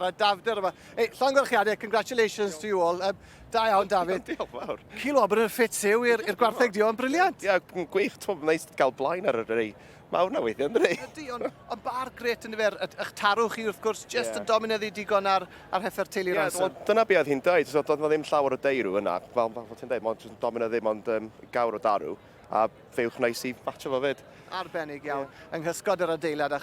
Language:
Welsh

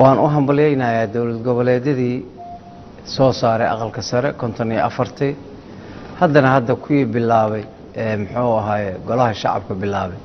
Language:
Somali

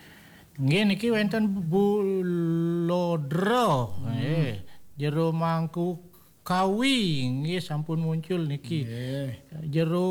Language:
Balinese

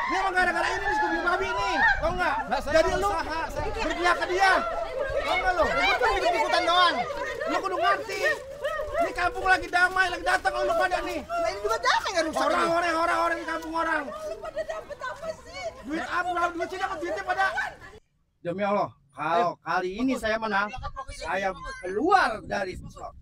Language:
Betawi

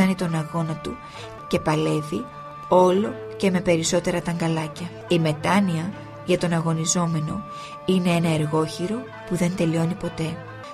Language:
Greek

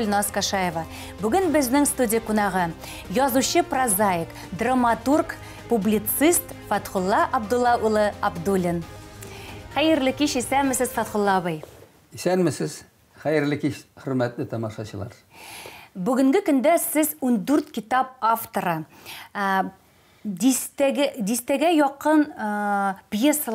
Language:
Tatar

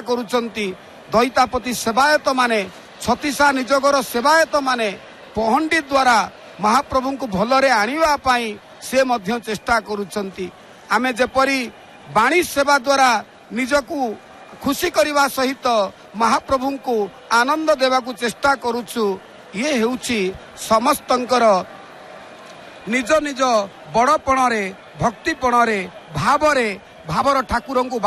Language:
Odia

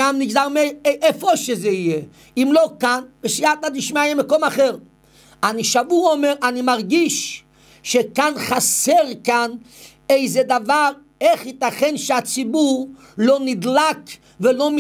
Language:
Hebrew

